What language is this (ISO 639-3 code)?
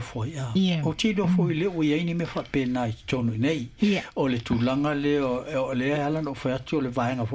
smo